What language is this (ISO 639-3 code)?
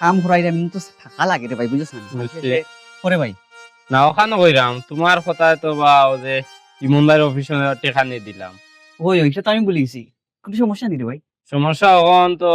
syl